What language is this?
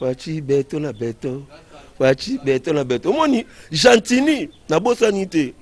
Lingala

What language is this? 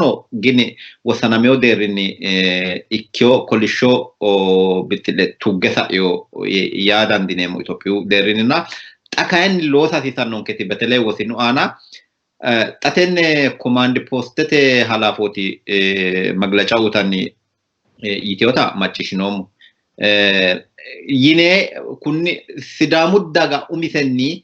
Sidamo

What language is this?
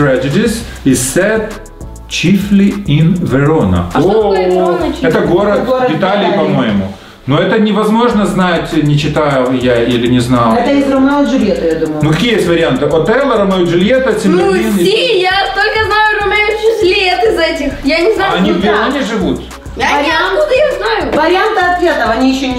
Russian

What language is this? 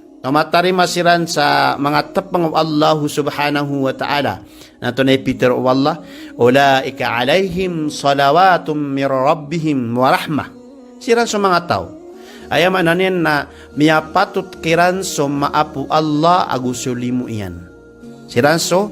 Maranao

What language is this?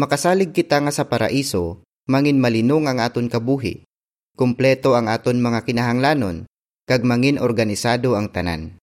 Hiligaynon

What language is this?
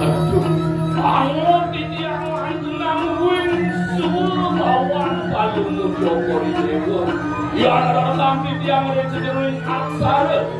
Balinese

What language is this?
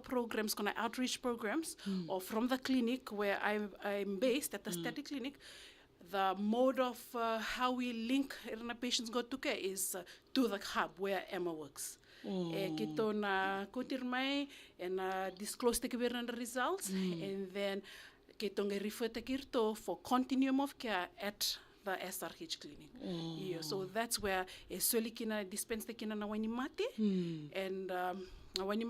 Fijian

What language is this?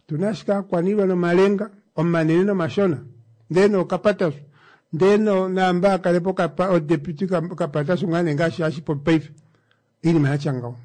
Kuanyama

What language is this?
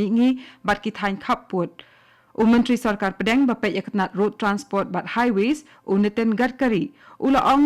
Khasi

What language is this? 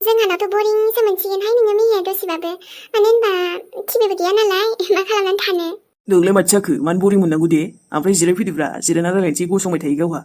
Bodo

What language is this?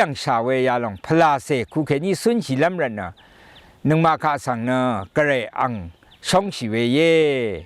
Rawang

